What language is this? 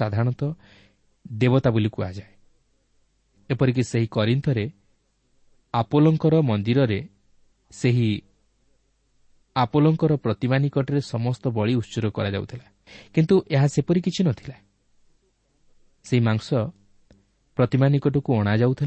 Odia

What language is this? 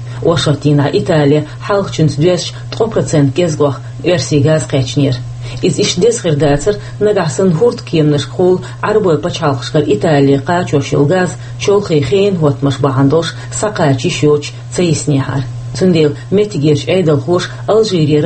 Chechen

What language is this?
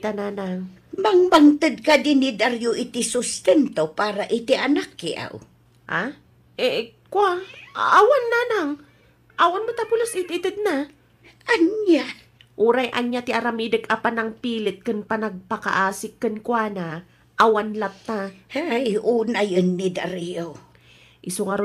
Iloko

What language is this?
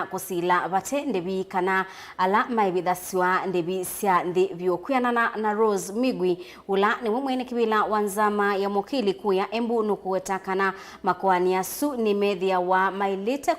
Kamba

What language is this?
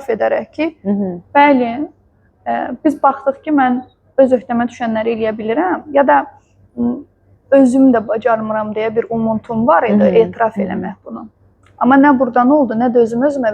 Azerbaijani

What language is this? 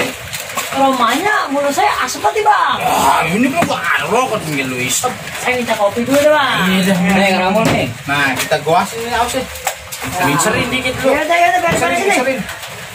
Betawi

